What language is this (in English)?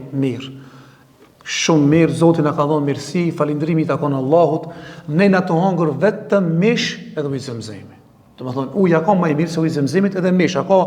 Albanian